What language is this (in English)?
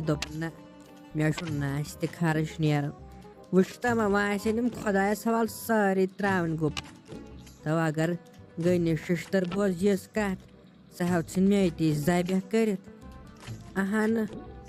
Kashmiri